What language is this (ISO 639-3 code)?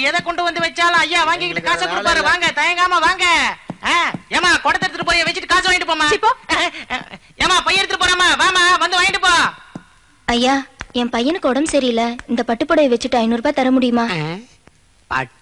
tam